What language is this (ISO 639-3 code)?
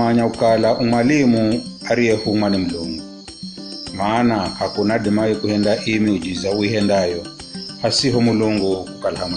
nyf